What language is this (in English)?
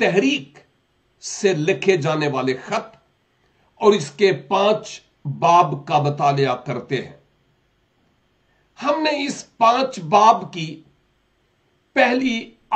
Urdu